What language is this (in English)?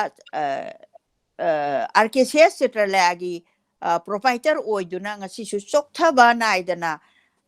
Manipuri